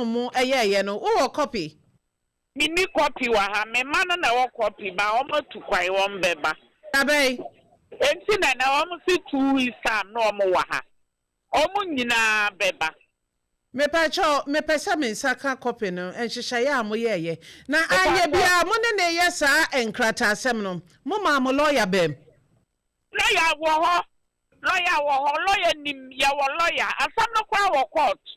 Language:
Akan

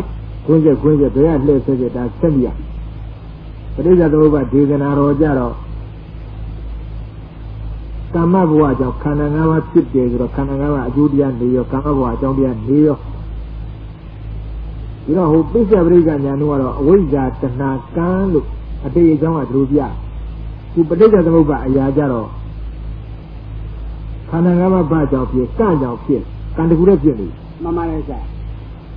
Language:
Burmese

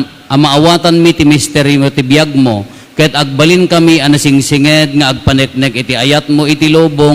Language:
Iloko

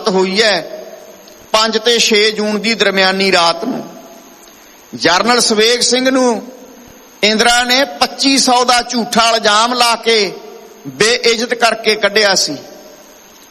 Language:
Punjabi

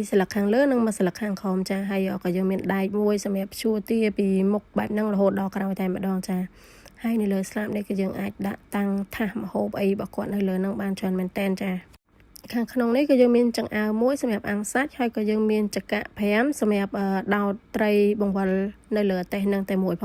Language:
Khmer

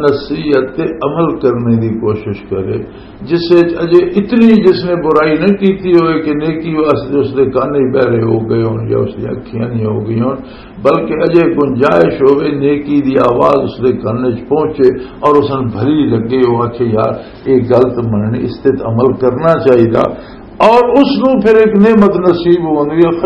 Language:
Western Panjabi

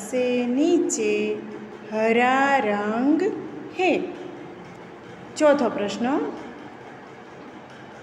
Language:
Gujarati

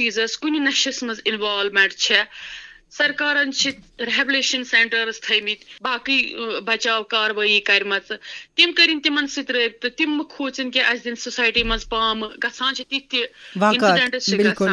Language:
Kashmiri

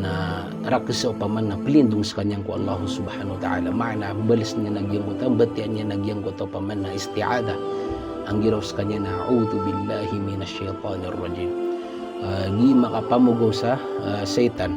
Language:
Maranao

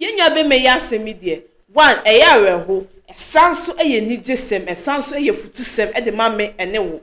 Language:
Akan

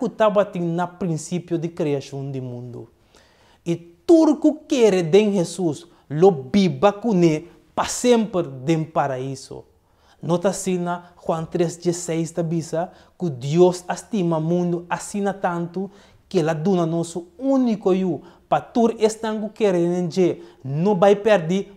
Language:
Papiamento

